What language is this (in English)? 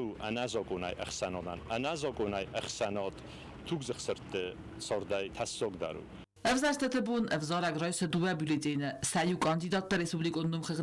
Ossetic